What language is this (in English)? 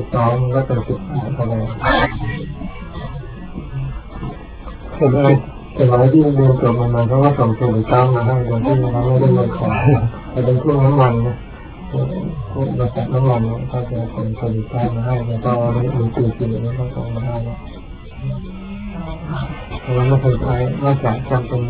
Thai